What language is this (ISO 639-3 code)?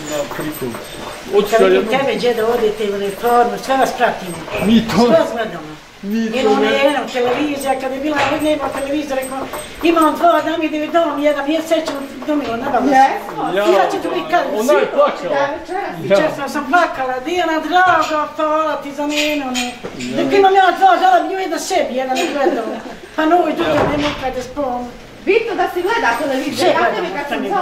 bos